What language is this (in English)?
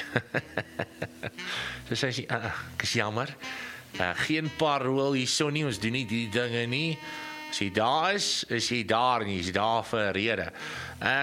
Afrikaans